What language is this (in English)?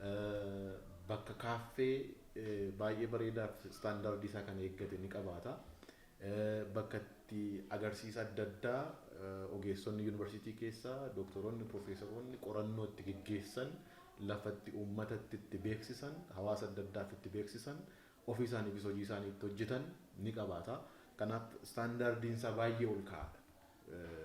Oromo